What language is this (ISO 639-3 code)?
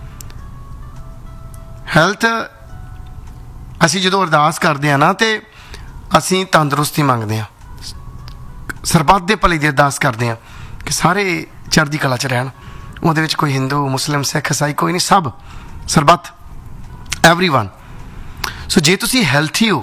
pan